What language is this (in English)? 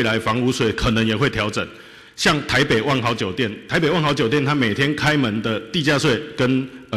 Chinese